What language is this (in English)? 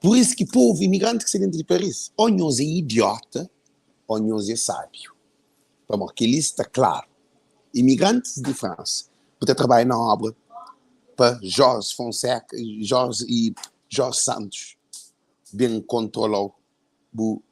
Kabuverdianu